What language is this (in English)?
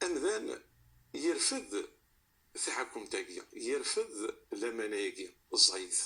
Kabyle